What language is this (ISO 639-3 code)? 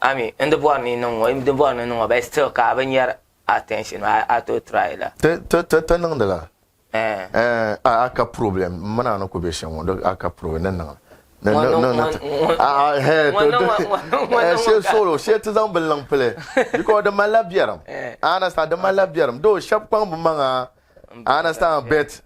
dag